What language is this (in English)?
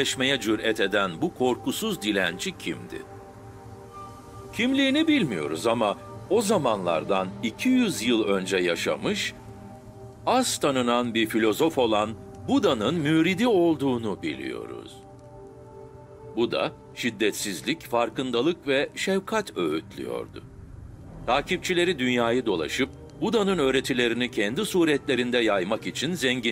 Turkish